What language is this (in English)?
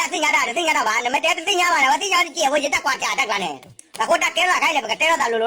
S'gaw Karen